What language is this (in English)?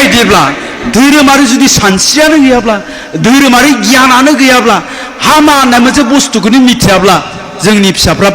Bodo